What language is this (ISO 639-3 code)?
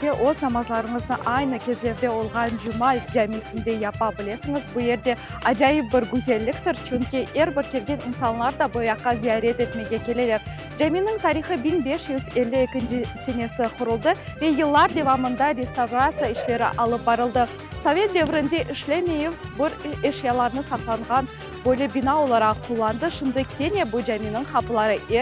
crh